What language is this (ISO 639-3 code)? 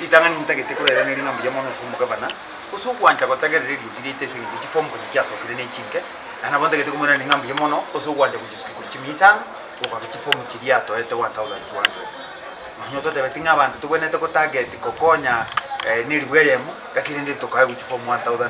guz